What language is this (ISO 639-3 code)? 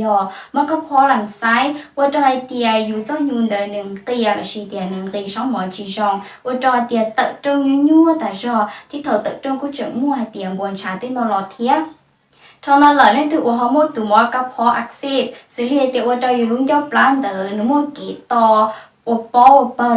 hmn